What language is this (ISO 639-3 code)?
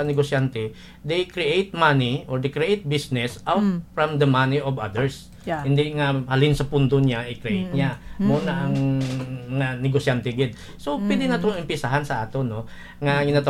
hil